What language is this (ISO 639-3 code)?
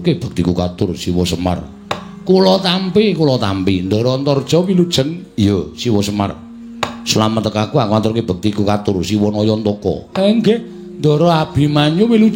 jav